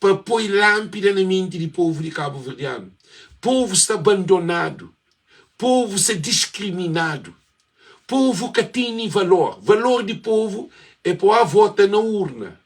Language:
Kabuverdianu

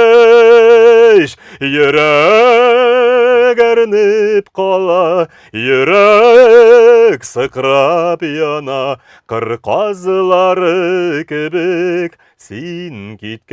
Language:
Tatar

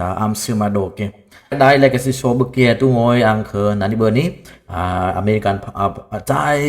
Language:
Dimasa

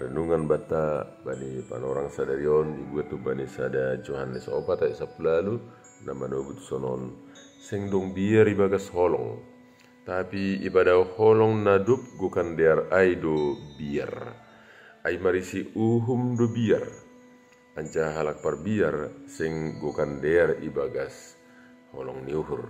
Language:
Batak Simalungun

